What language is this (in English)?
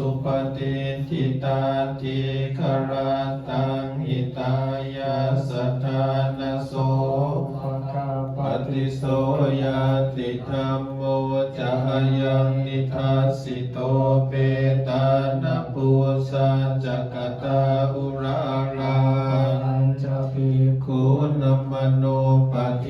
Pali